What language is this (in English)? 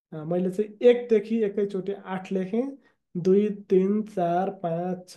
Nepali